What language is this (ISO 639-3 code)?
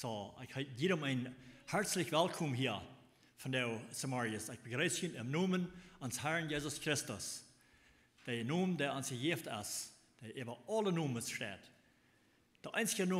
pdt